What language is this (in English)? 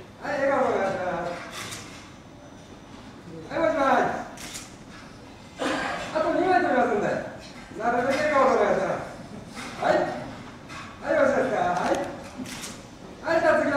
Japanese